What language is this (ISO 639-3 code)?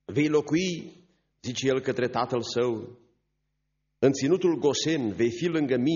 ron